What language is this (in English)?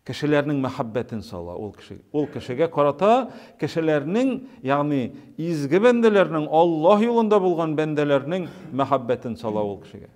Tatar